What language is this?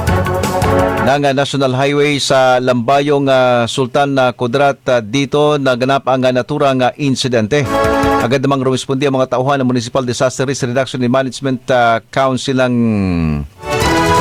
Filipino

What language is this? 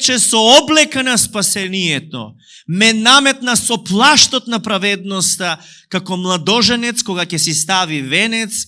Macedonian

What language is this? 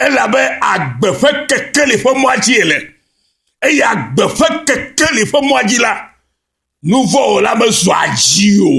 Ewe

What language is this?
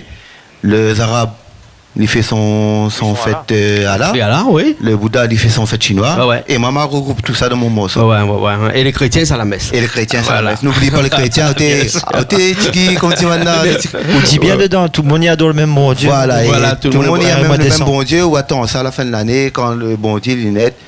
Réunion Creole French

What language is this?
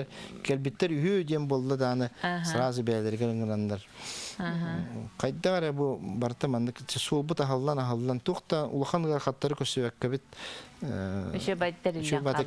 Yakut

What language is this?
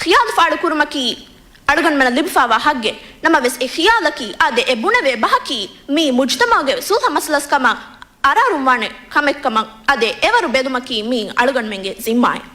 Divehi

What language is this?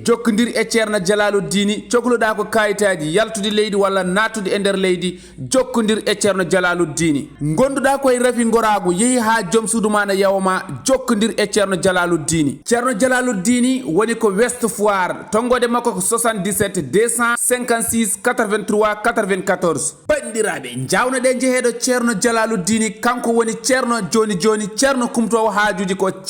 Fula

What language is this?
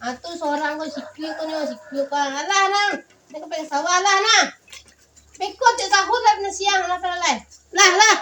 Minangkabau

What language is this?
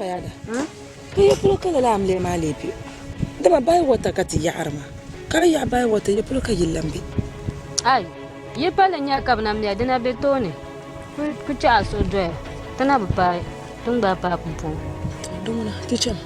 Dagbani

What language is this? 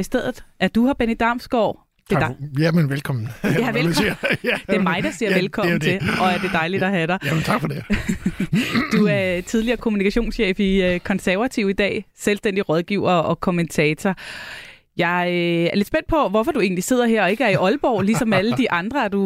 Danish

